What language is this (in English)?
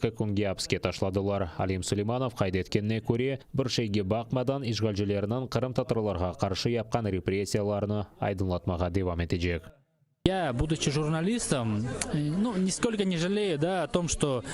Crimean Tatar